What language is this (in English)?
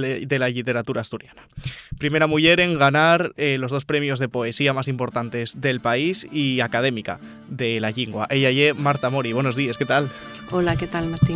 Asturian